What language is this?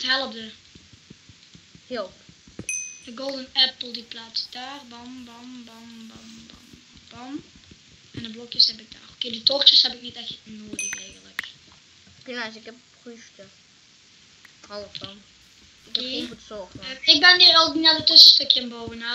Dutch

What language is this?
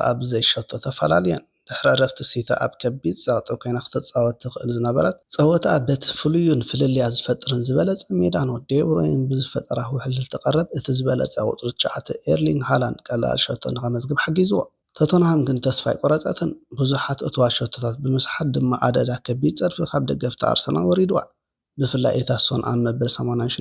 Tigrinya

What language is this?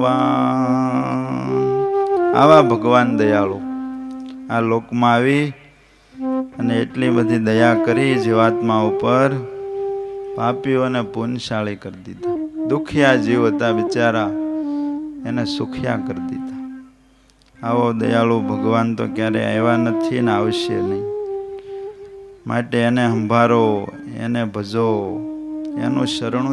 Gujarati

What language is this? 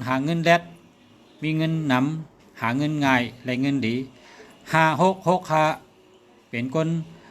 Shan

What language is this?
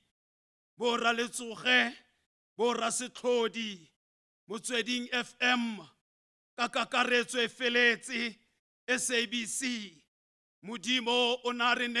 Tswana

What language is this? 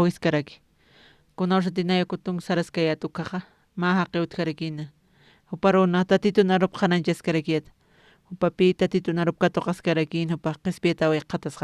Aymara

